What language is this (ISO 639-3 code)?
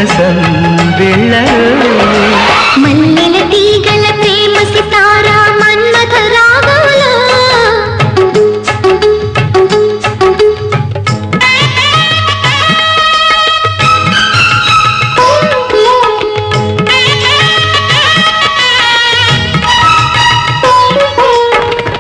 tel